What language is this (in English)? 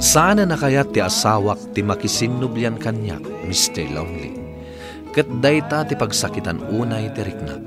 Iloko